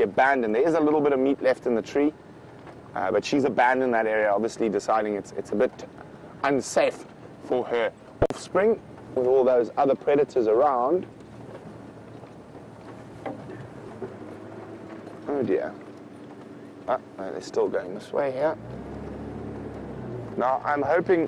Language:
English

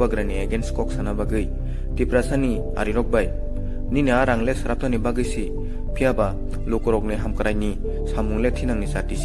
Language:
Kok Borok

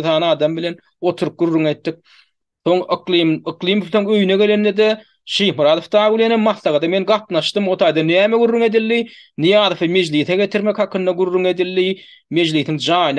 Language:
Turkmen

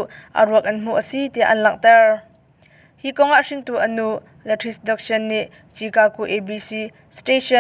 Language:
Hakha Chin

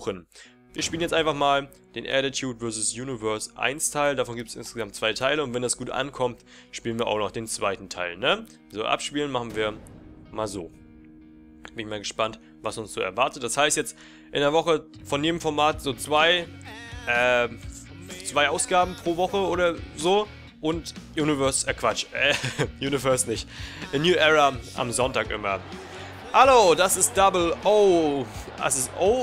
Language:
German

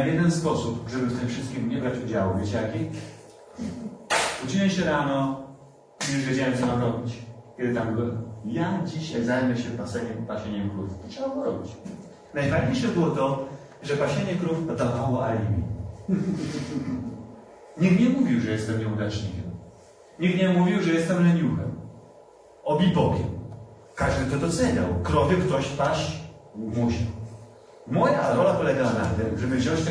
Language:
Polish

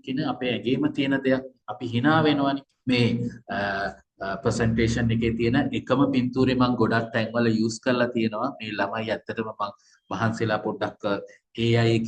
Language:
Sinhala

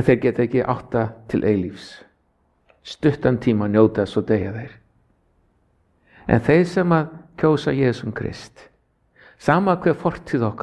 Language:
Icelandic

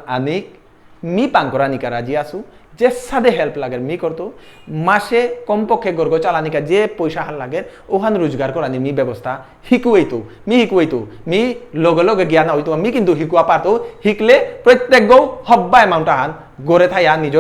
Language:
Bishnupriya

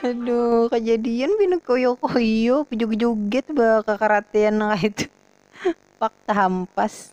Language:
Banjar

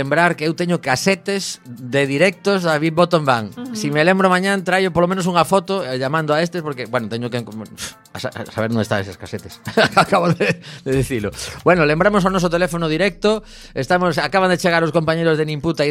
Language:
Galician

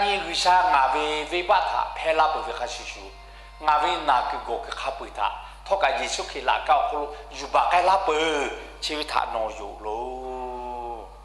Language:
Lahu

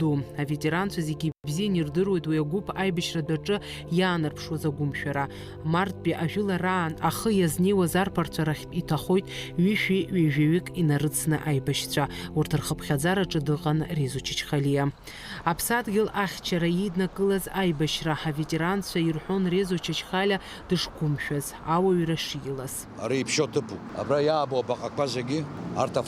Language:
Abkhazian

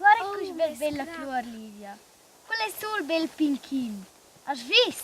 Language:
Romansh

